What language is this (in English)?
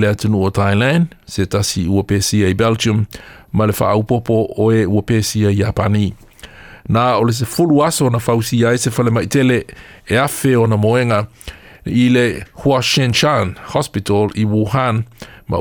Samoan